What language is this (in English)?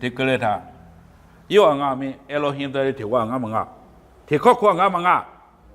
Lisu